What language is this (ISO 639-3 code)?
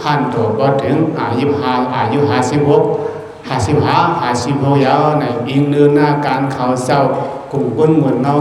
shn